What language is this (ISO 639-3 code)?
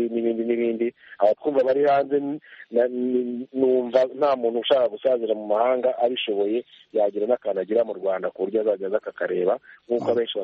kin